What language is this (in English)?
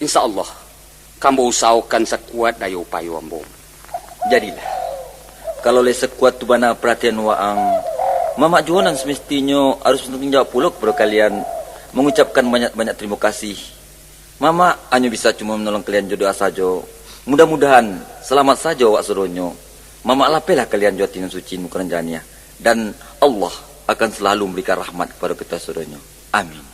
Minangkabau